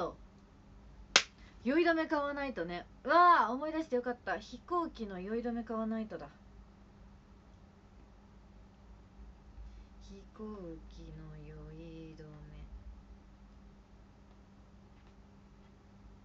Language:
Japanese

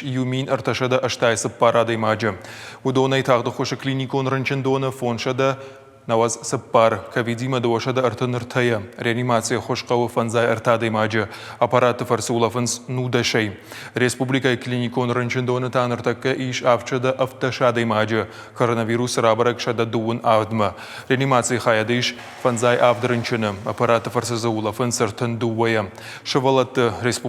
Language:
Ossetic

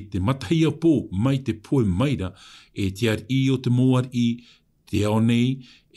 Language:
Tahitian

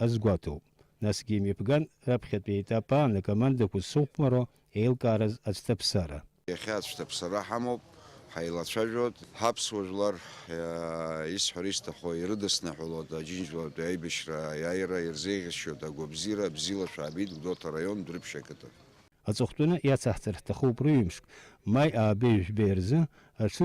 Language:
Abkhazian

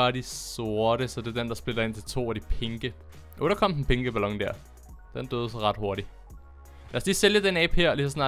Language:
Danish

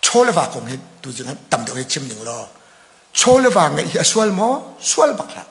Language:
Hakha Chin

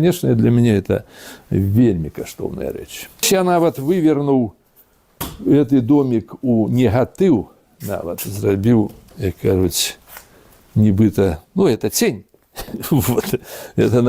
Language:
Belarusian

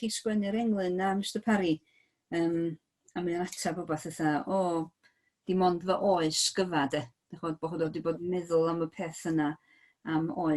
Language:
Welsh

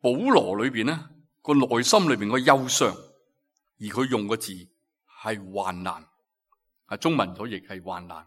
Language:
Cantonese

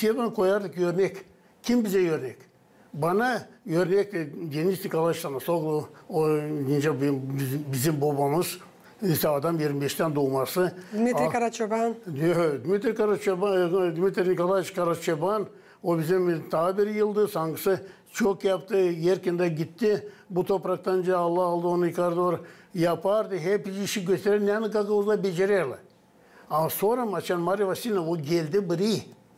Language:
Gagauz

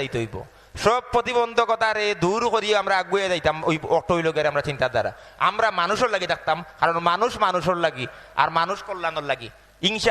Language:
Sylheti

